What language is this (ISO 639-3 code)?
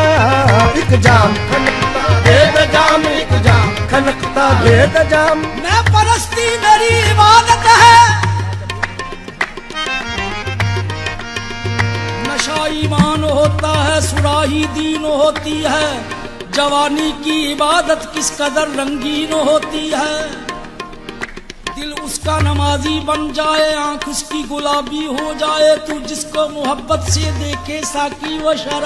hin